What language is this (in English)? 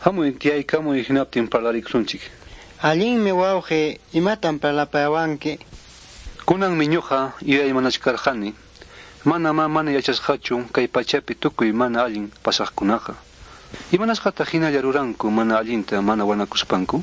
Ayacucho Quechua